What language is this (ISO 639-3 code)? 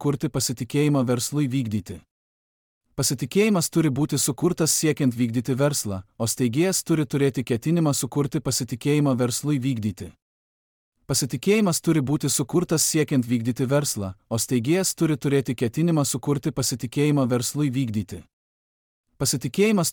lit